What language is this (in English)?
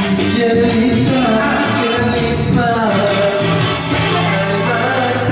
Malay